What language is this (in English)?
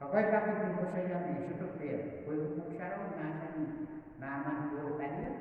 Pohnpeian